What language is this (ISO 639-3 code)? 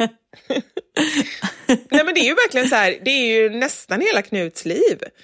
swe